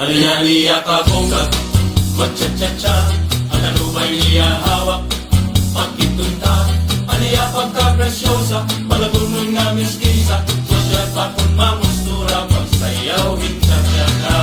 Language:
Waray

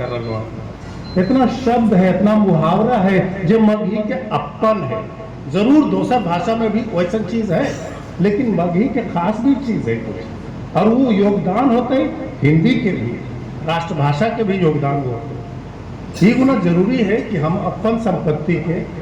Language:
Magahi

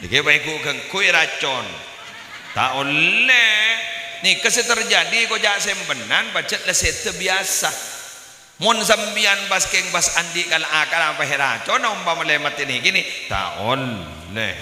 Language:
Madurese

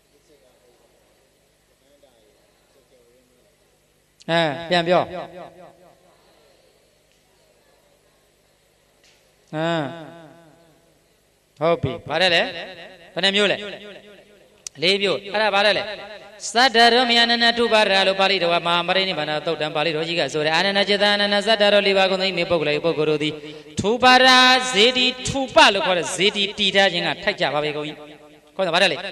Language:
Burmese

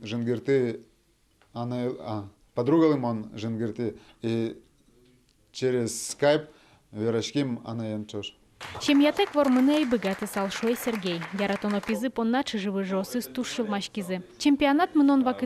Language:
Udmurt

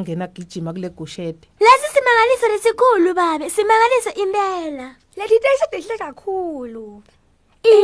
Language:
Swati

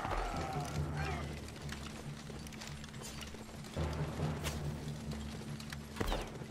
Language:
Croatian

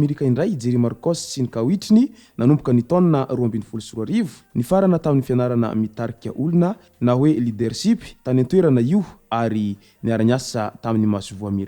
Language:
Malagasy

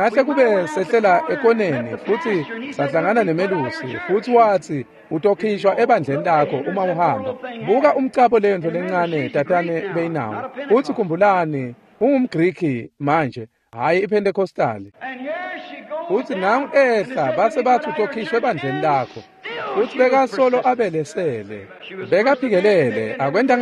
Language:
Swati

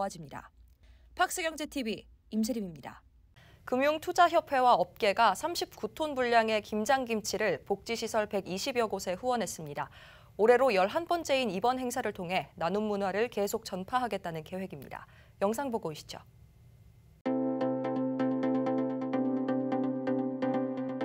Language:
Korean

